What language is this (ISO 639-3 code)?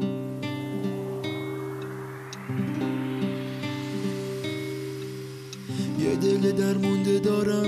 fas